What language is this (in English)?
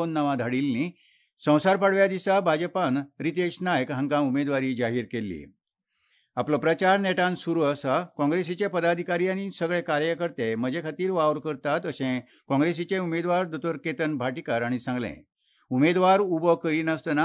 Konkani